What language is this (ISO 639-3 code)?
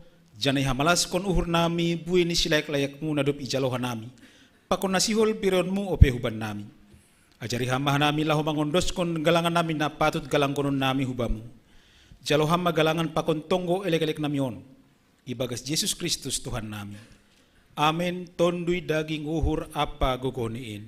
bts